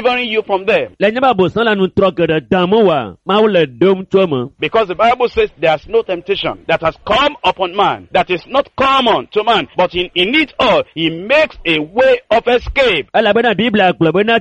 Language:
Ewe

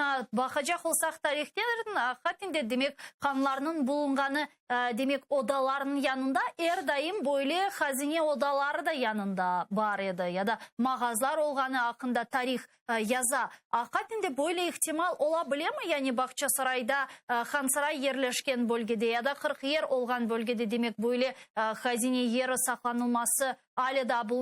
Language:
Crimean Tatar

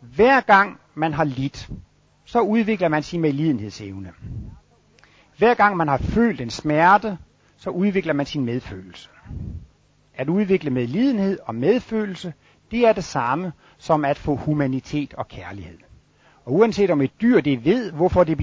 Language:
Danish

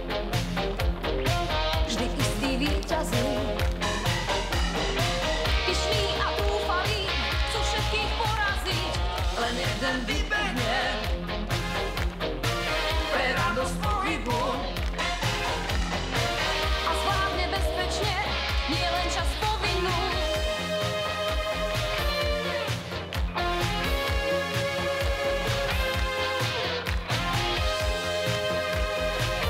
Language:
Slovak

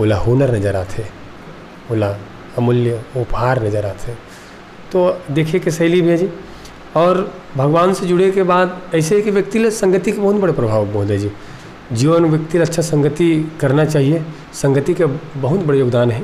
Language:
Chhattisgarhi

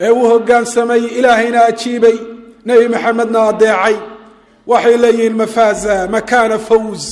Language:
Somali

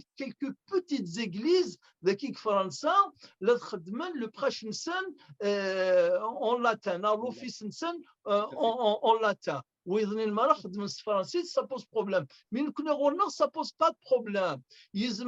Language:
Kabyle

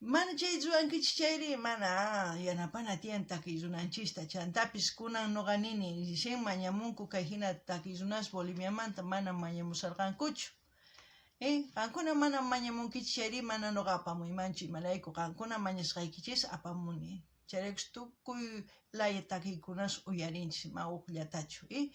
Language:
South Bolivian Quechua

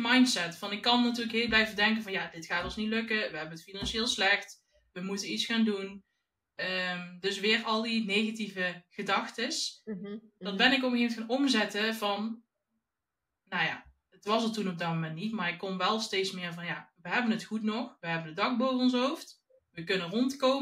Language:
Dutch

